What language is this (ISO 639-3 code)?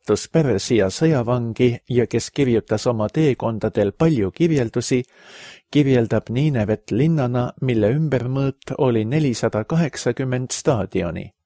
est